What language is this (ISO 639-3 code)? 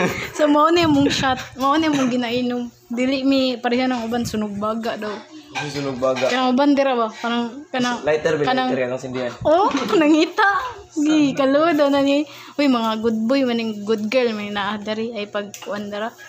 ceb